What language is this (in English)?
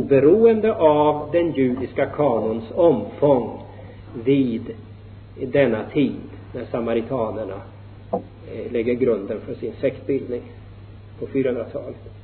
Swedish